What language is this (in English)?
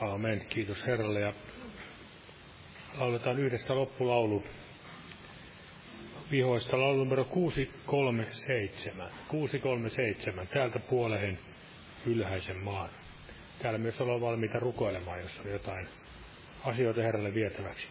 Finnish